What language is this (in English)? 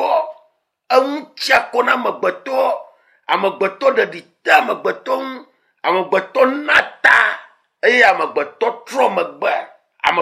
Ewe